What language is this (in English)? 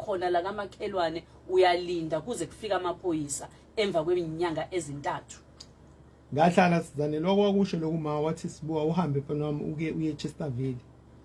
Zulu